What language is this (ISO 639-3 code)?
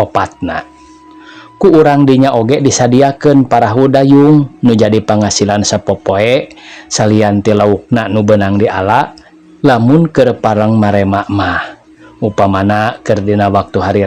sun